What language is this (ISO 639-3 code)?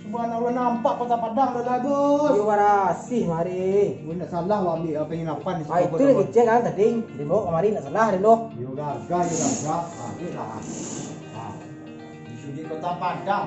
min